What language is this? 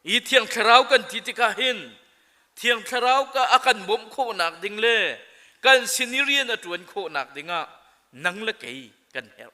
Hakha Chin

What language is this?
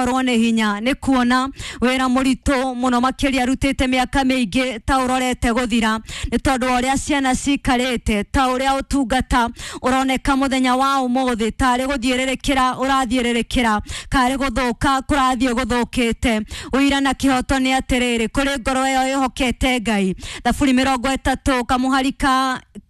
Kikuyu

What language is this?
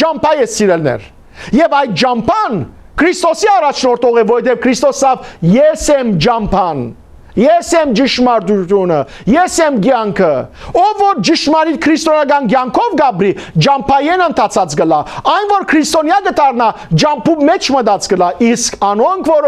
Western Armenian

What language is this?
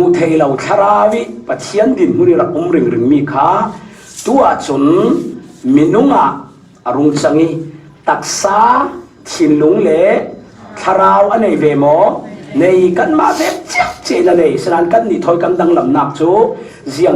Falam Chin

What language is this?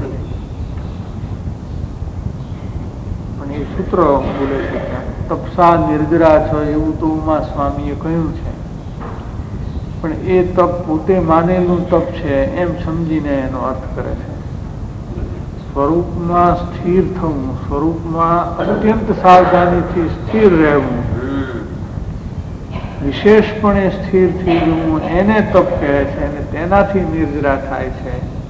Gujarati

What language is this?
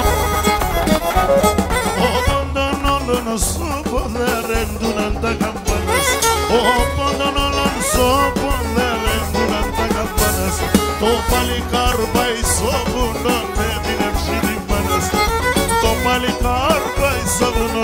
Greek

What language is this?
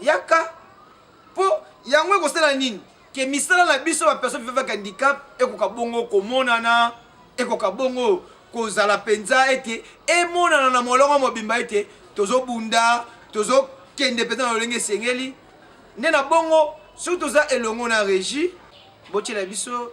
Lingala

